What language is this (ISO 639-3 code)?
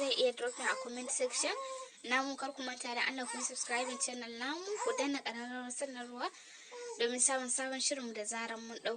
hau